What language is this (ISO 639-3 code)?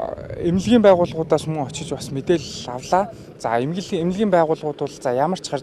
mon